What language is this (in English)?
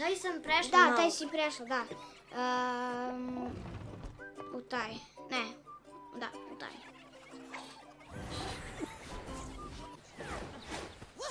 Croatian